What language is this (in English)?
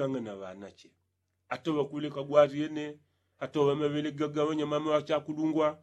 Yao